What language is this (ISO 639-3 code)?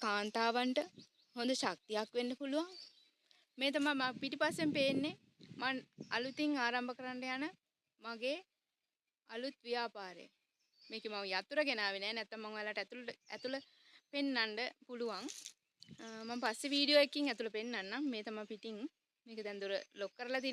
sin